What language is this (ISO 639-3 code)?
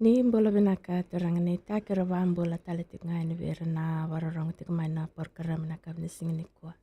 fij